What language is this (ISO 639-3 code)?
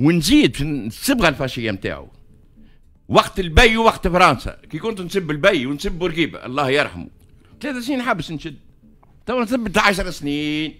aeb